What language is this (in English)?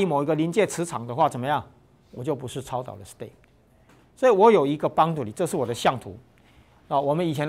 Chinese